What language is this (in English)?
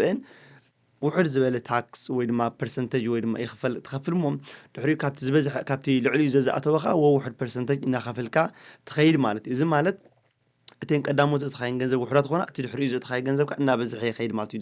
Tigrinya